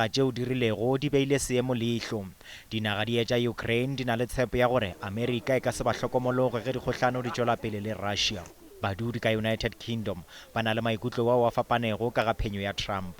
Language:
Northern Sotho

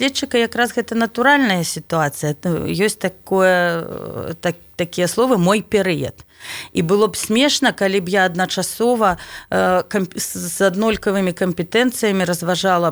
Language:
Belarusian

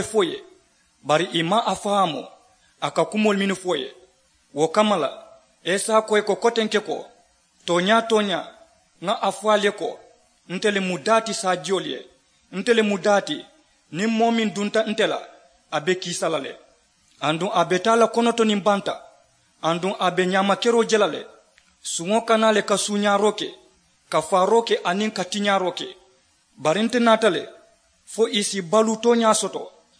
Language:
Mandingo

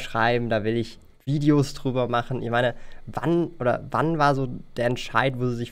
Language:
German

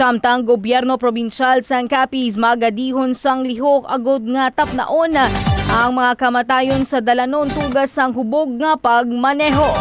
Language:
Hiligaynon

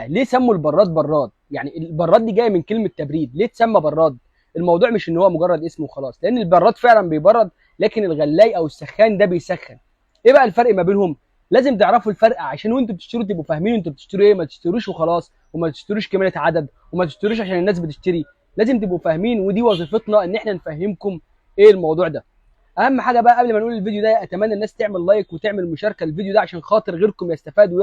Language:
Egyptian Arabic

